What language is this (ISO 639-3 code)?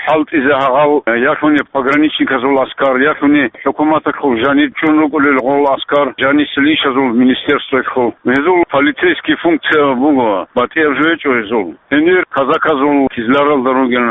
ava